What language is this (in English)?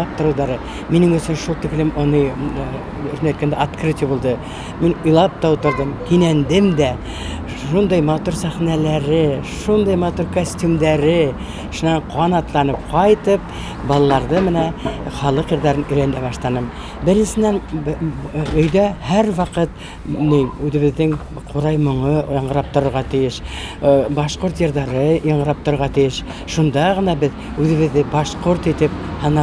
Bashkir